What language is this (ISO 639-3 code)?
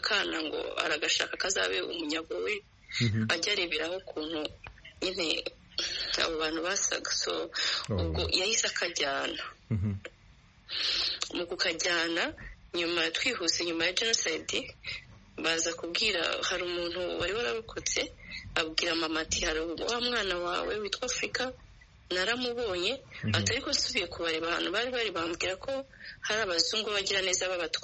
kin